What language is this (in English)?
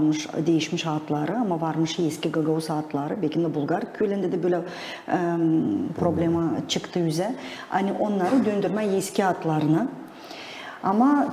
Gagauz